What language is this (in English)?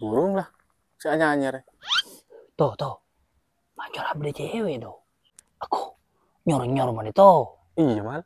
Madurese